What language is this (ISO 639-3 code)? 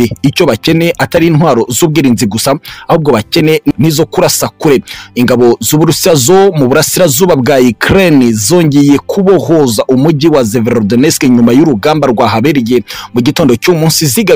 kin